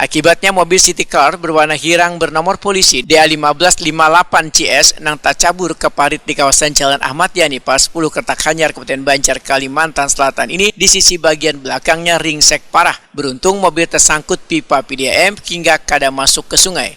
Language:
Banjar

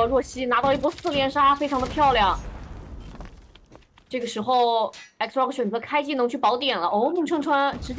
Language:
Chinese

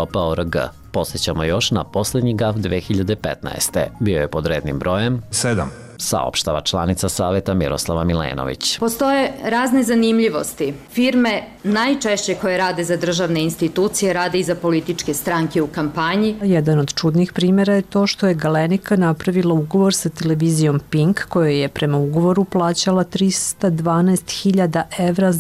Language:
Serbian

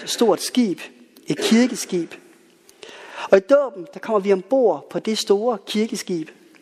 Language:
Danish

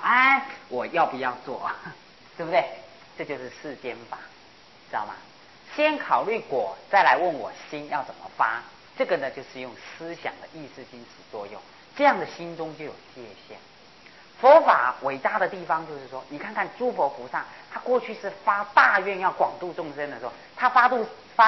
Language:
Chinese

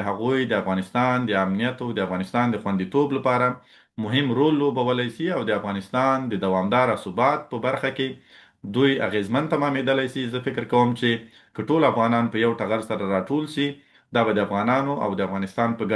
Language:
Pashto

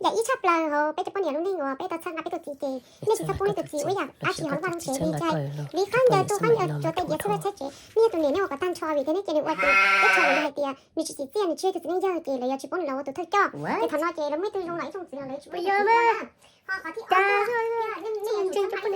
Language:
Hmong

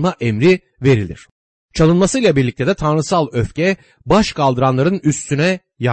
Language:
Turkish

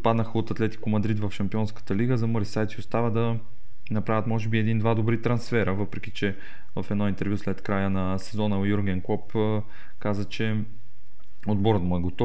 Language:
Bulgarian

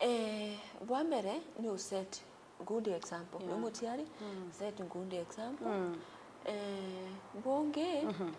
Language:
Meru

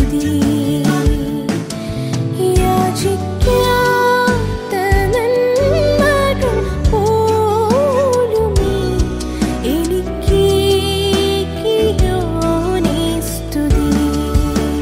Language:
Malayalam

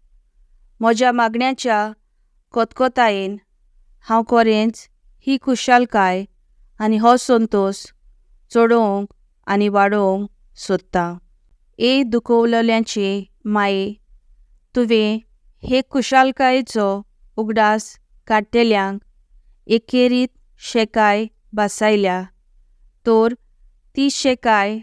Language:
Konkani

